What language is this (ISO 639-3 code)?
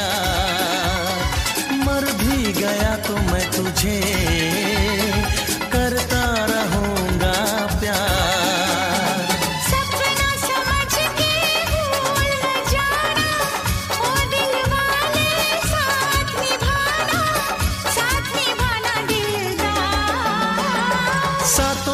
hin